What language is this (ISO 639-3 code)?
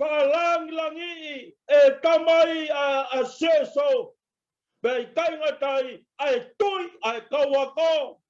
ton